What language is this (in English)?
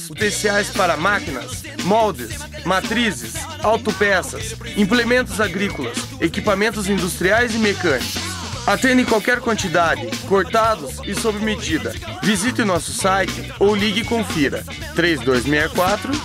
Portuguese